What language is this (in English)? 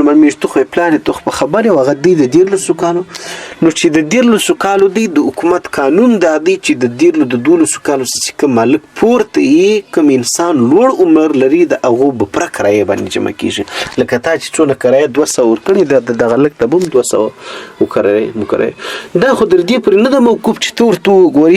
Pashto